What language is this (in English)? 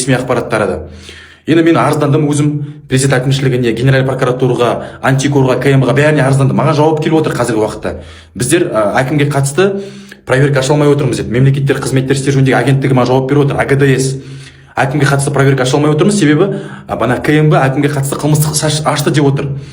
Kazakh